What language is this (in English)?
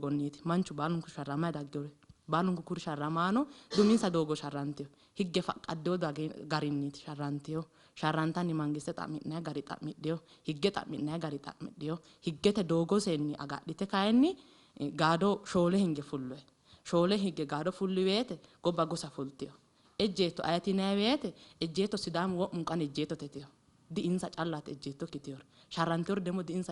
Sidamo